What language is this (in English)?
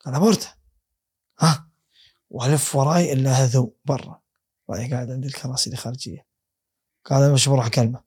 Gulf Arabic